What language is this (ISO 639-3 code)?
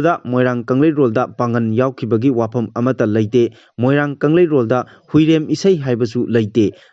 mni